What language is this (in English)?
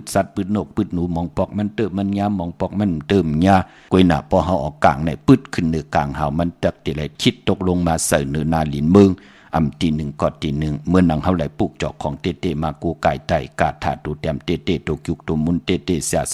Shan